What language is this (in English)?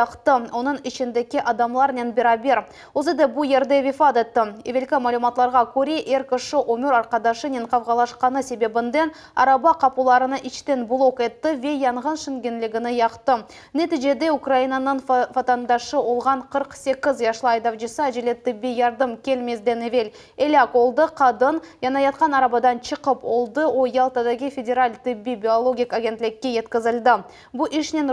Crimean Tatar